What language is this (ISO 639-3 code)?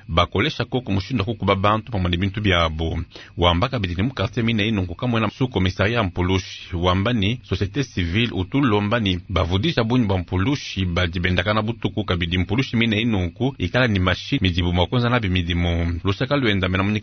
lua